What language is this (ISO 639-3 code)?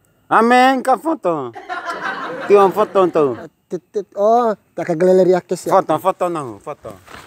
bhp